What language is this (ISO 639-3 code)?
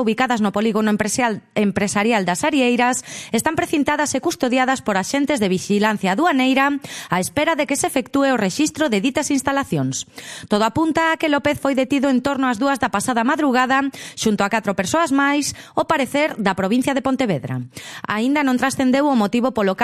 glg